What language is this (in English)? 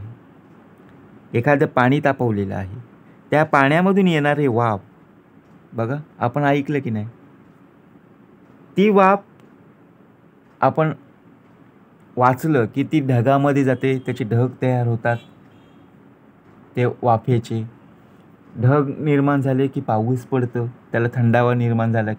Marathi